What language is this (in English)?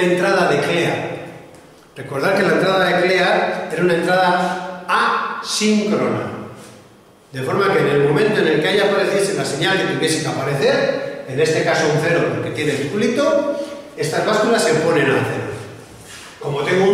Spanish